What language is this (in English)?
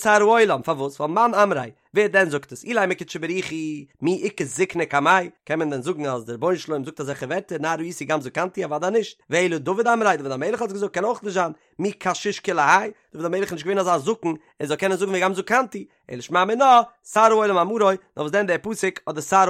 Yiddish